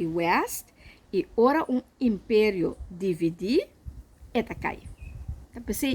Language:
Papiamento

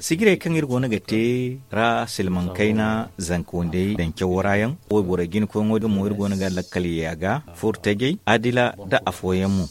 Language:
Zarma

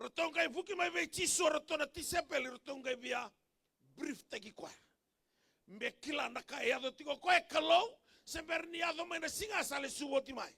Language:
Fijian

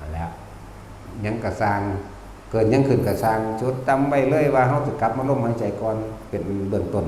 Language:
Northeastern Thai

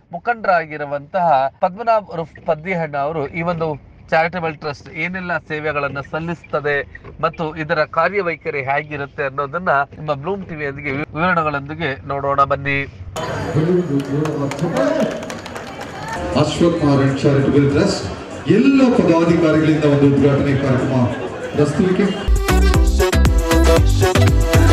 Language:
Kannada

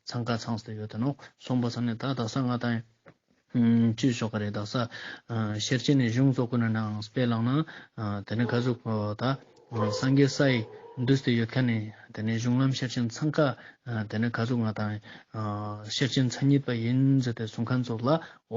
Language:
Ladakhi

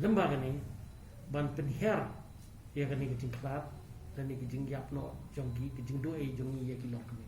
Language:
Khasi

